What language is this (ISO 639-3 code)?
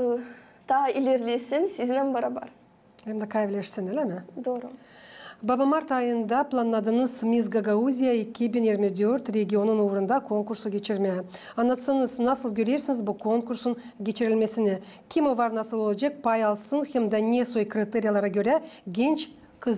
gag